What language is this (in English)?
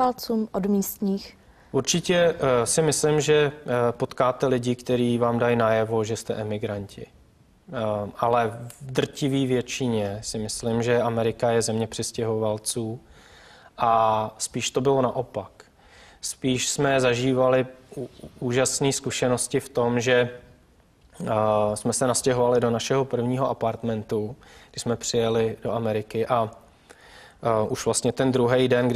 Czech